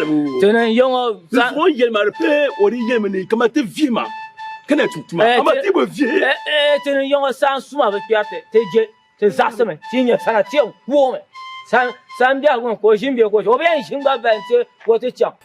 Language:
Dagbani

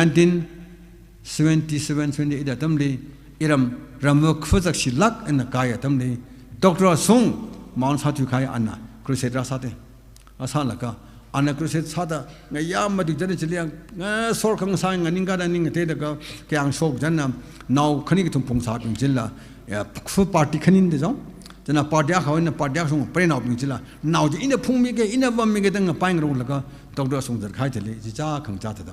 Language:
Tangkhul Naga (India)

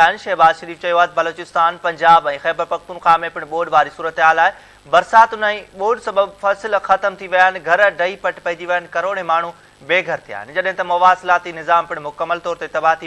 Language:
Sindhi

